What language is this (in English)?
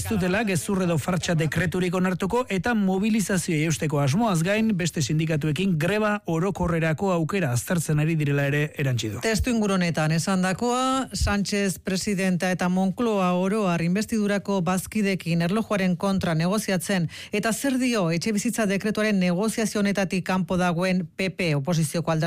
Basque